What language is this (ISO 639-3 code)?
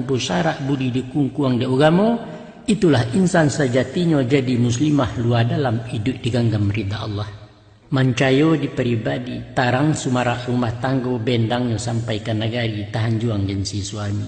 min